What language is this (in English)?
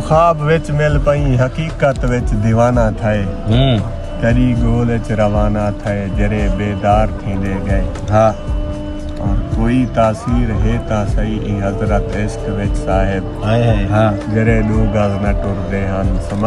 Saraiki